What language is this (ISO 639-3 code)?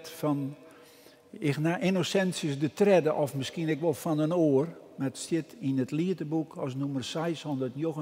fry